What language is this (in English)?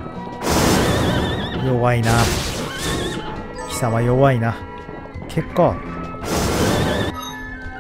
Japanese